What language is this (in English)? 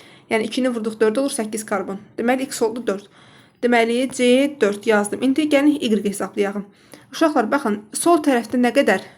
Azerbaijani